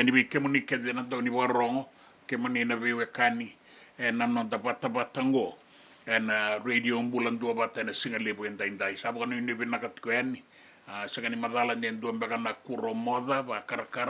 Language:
Fijian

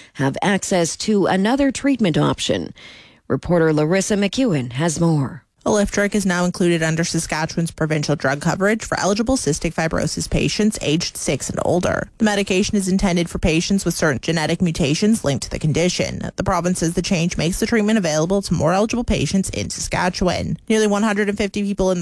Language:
English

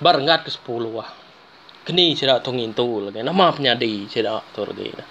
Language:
Iban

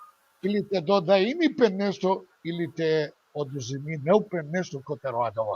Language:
Balkan Romani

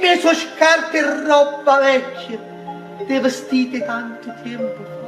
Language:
Neapolitan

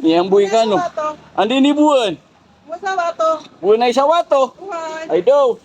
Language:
Maranao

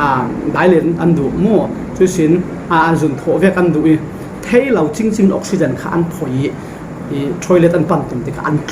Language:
Falam Chin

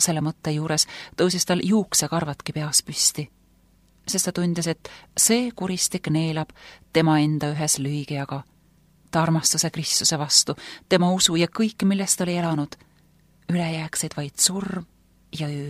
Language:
Estonian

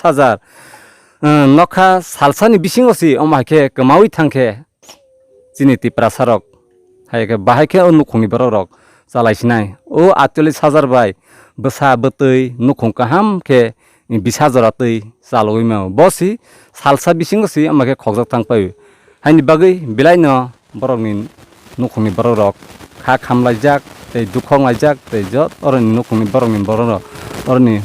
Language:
Kok Borok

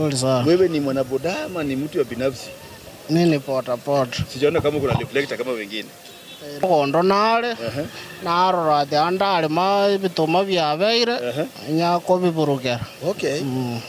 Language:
Gusii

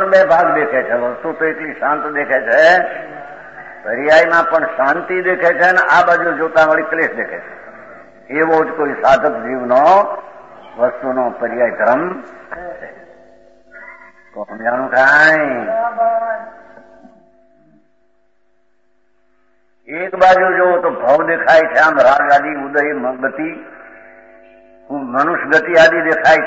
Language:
Gujarati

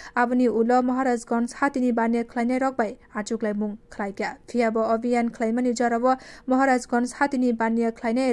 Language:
Kok Borok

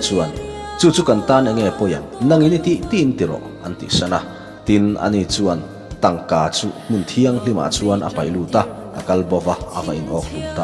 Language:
Mizo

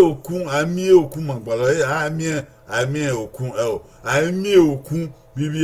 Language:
Bini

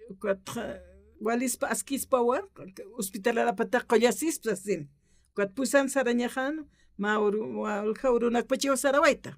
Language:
Aymara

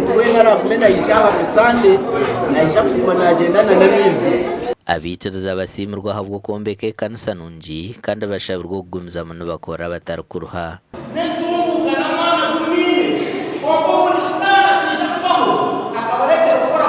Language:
Nyankole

